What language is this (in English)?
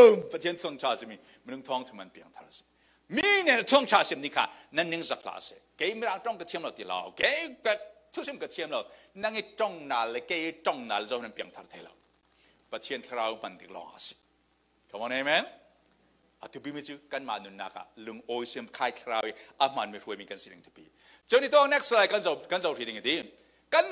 Falam Chin